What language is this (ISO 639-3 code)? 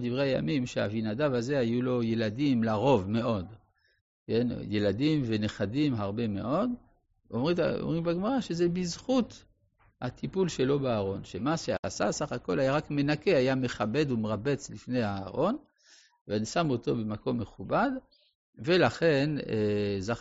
heb